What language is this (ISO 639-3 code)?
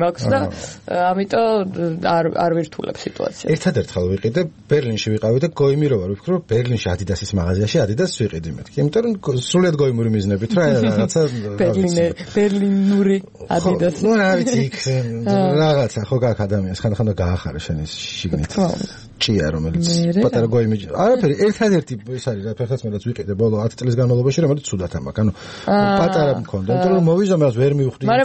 kat